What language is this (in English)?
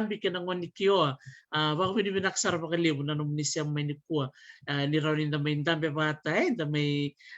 Fijian